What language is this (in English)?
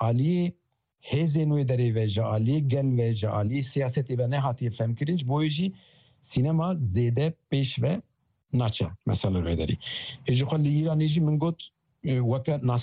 Kurdish